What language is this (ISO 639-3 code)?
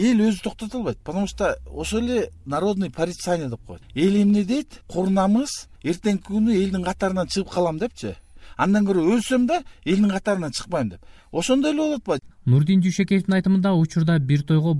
kir